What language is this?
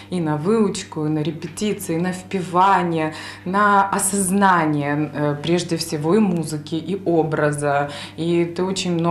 Ukrainian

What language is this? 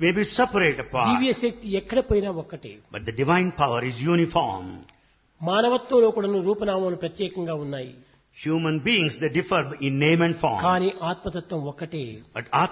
Telugu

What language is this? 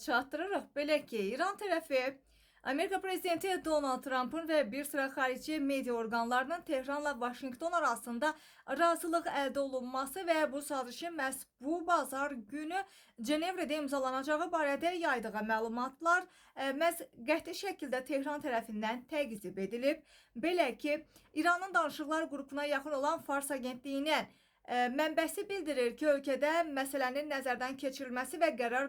Azerbaijani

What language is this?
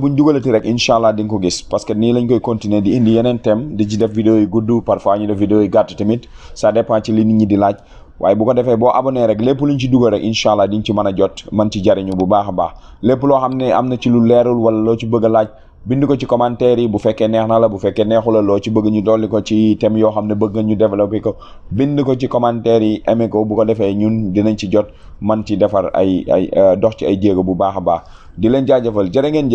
Wolof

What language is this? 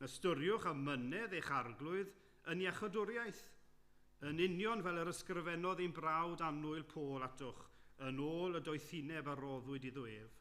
Welsh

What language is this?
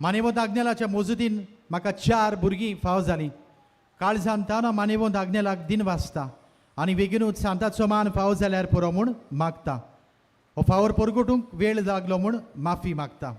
Konkani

